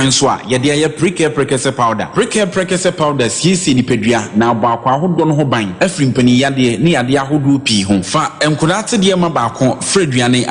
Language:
Akan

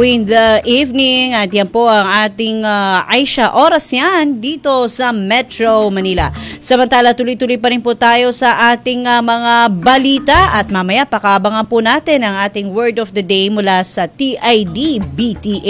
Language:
Filipino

